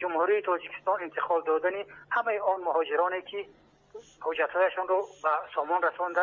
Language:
Tajik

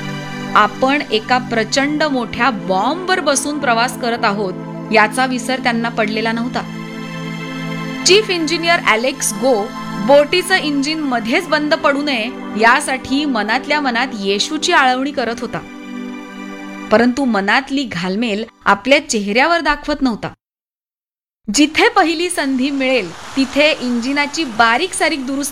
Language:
Marathi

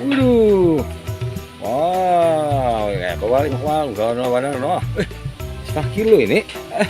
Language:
Banjar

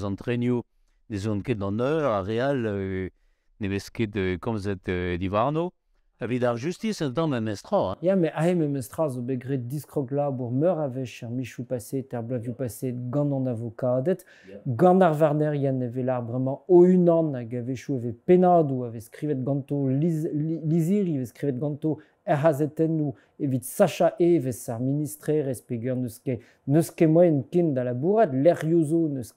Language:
Breton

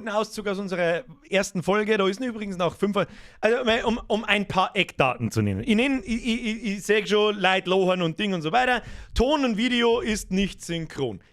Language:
Bavarian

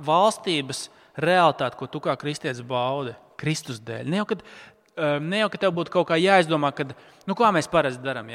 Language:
Latvian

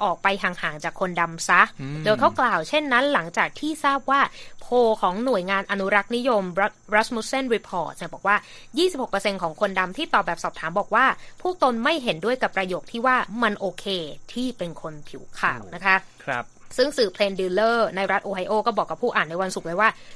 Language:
Thai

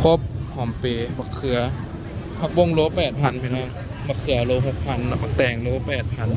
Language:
Lao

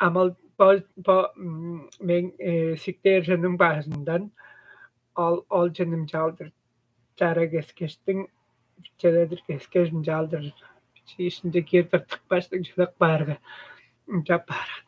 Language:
Tuvinian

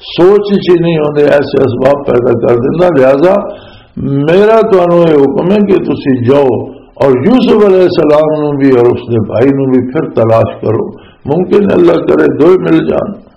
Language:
Western Panjabi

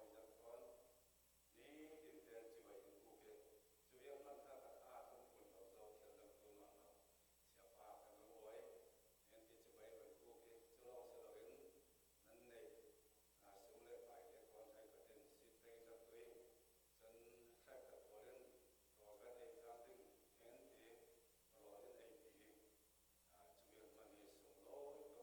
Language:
Falam Chin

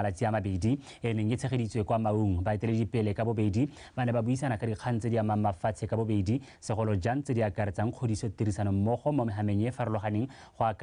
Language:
Tswana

